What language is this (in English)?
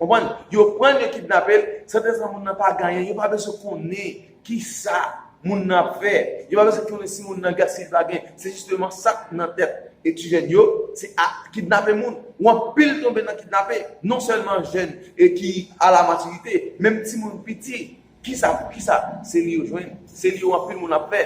Haitian Creole